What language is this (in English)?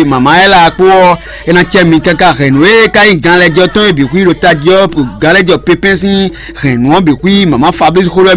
Fon